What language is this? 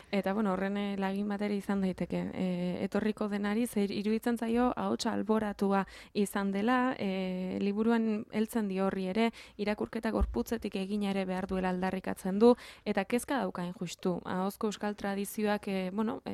Basque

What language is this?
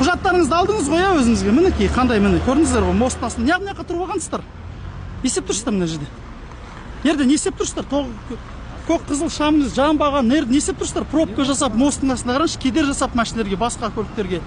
Kazakh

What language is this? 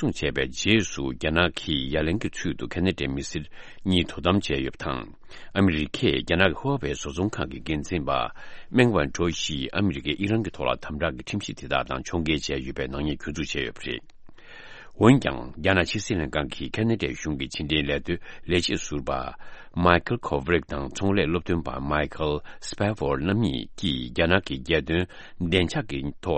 Tibetan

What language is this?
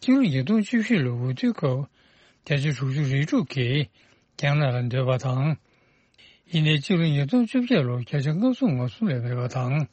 Tibetan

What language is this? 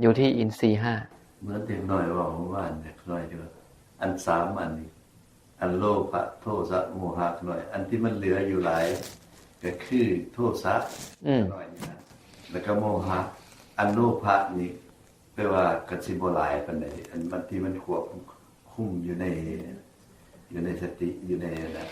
Northeastern Thai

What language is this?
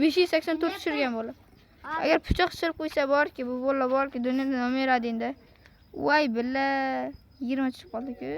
Uzbek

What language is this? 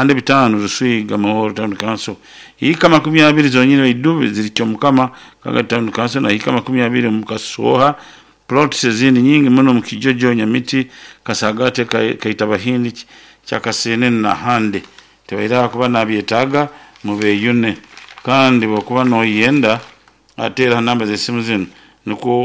Nyoro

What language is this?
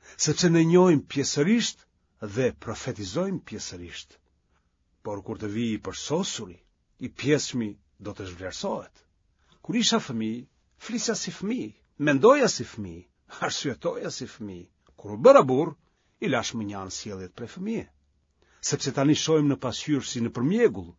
Albanian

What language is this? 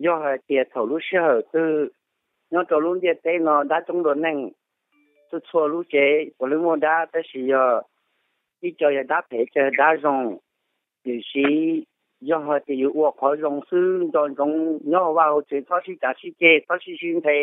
Hmong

